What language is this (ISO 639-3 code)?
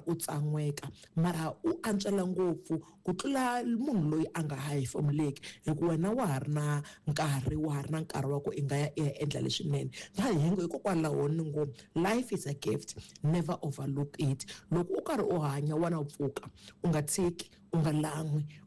tso